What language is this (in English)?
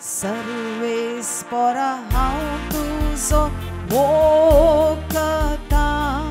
Konkani